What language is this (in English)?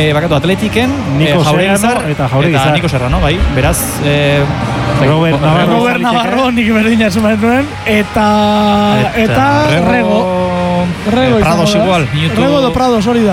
Basque